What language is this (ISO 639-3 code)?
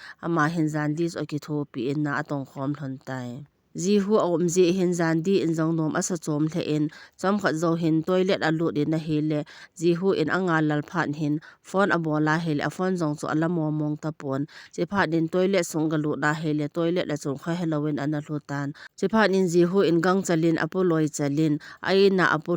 tcz